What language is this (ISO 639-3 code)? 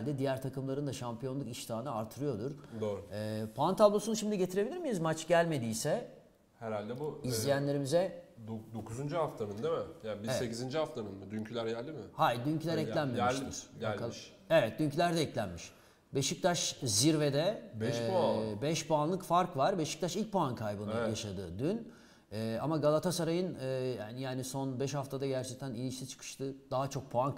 tur